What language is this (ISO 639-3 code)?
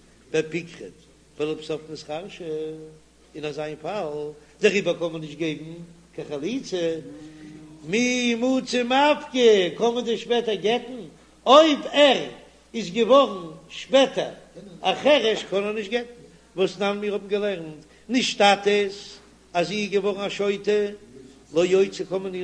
yid